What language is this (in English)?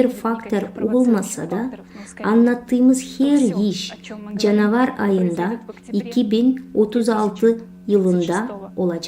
Gagauz